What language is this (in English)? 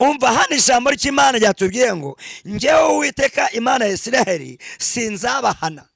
Kinyarwanda